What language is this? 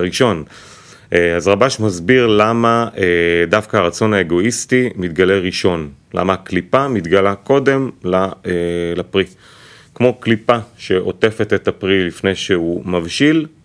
Hebrew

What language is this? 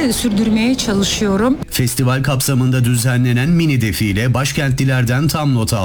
Turkish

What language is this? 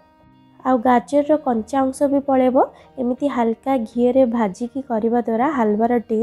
Odia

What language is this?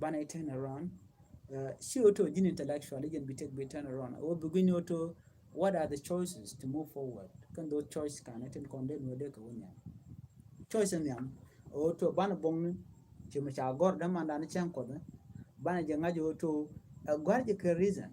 Nuer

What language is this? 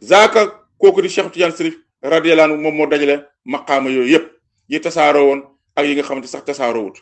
Wolof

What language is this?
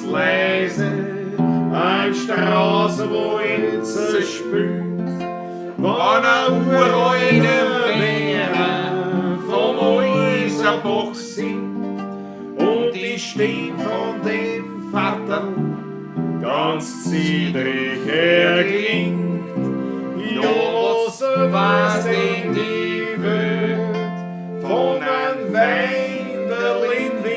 Bavarian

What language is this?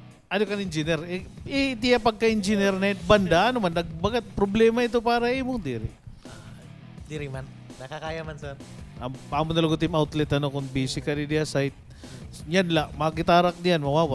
Waray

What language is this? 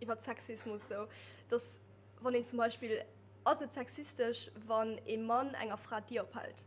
Luxembourgish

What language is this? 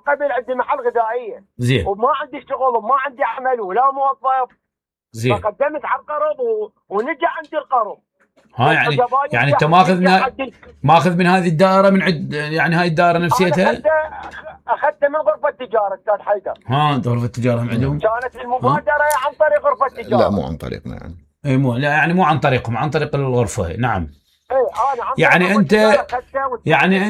Mesopotamian Arabic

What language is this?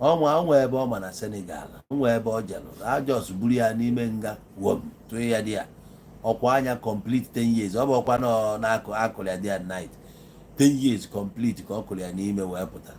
Igbo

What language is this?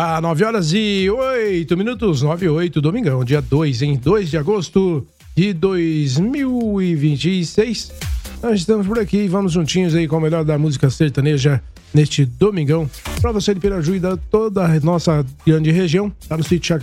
Portuguese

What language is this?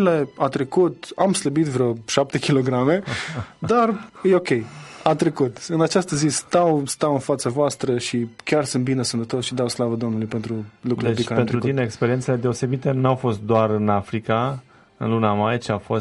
Romanian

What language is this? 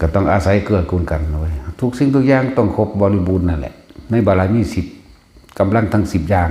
Lao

